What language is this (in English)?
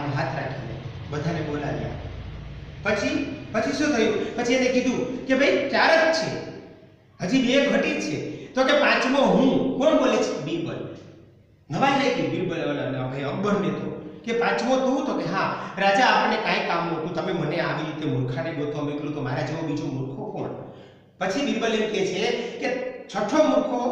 Gujarati